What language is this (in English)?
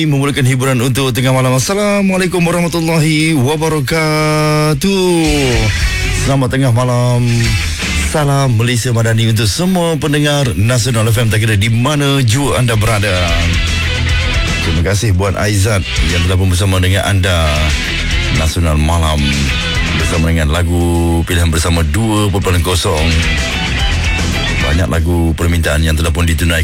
Malay